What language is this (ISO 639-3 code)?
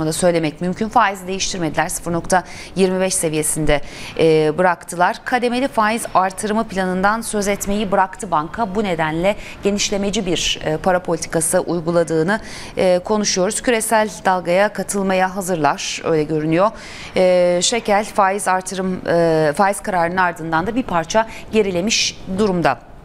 tur